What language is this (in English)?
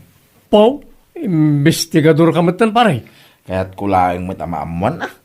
Iloko